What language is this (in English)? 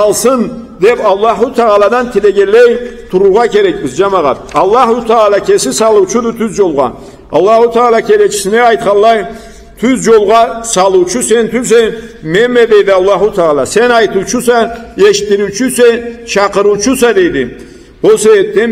Karachay-Balkar